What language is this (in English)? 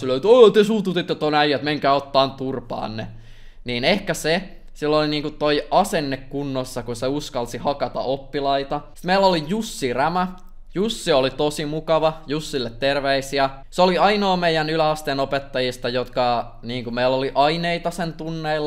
Finnish